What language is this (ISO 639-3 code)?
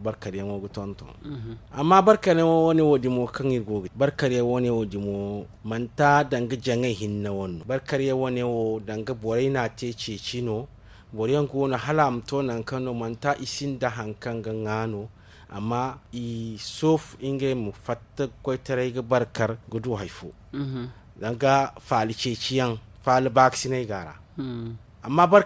dje